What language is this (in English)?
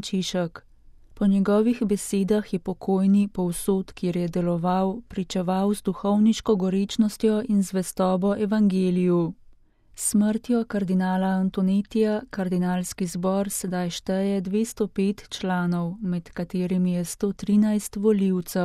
Slovenian